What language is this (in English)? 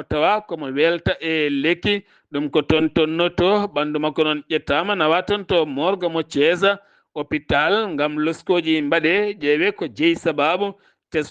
Fula